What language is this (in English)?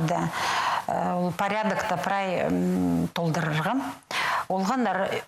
Khakas